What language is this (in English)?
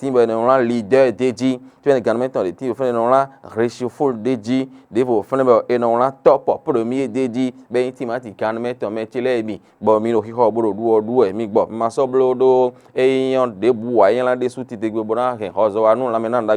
Fon